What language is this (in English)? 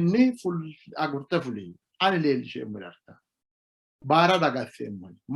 Sidamo